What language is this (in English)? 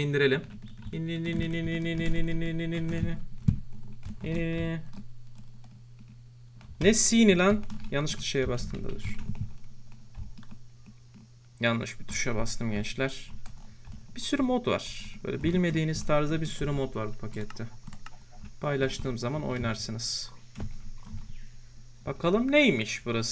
Turkish